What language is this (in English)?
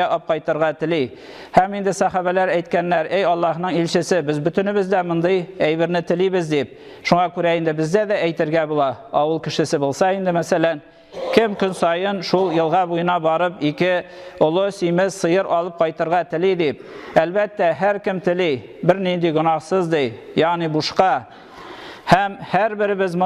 Tatar